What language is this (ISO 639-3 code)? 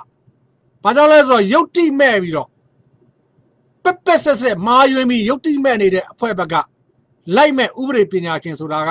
mya